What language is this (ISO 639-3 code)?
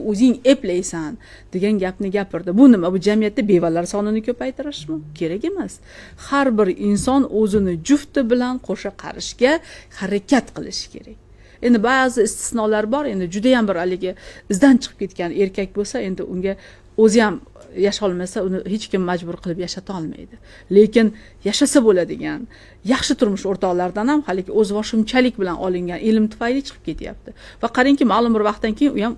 uzb